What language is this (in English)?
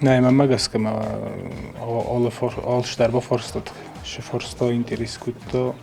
Ossetic